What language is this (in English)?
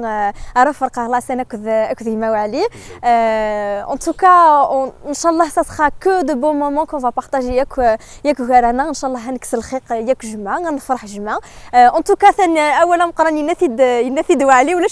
Kabyle